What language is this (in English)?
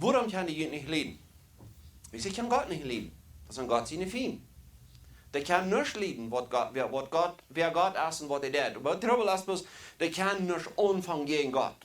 Plautdietsch